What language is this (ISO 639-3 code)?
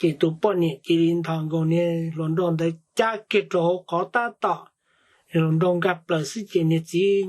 hmn